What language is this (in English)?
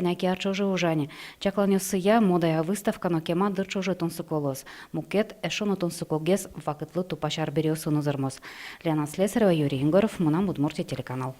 Udmurt